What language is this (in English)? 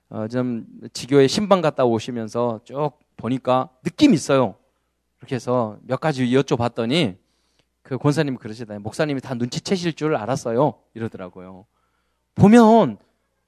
Korean